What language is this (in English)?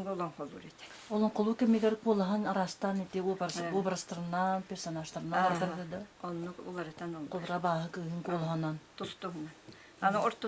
Yakut